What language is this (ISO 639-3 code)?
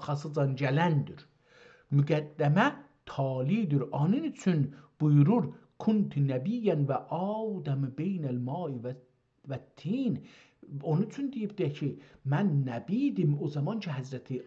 azb